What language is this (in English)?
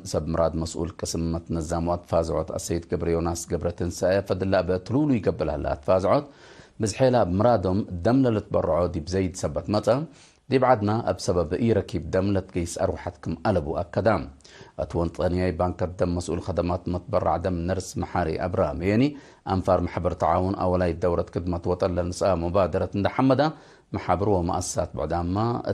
Tigre